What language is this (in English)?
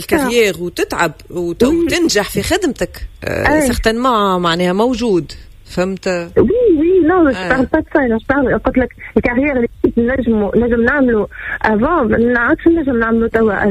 Tunisian Arabic